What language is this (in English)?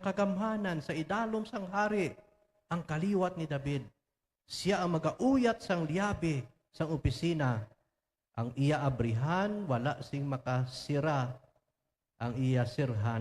Hiligaynon